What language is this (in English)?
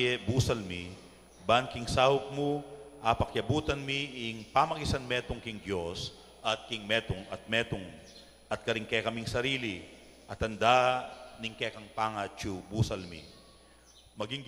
Pampanga